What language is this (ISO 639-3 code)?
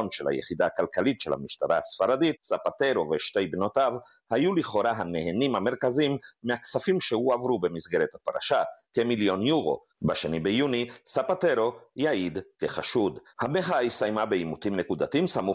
heb